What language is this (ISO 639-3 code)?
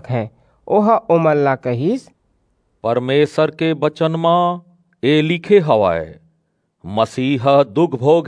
hne